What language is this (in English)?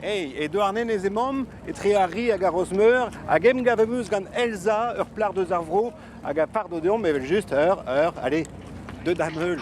Breton